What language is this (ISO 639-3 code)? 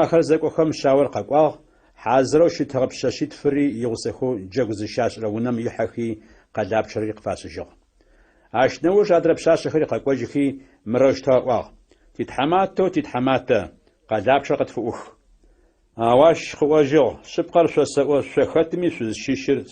ady